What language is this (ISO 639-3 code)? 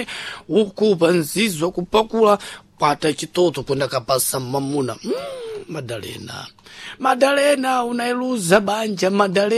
seh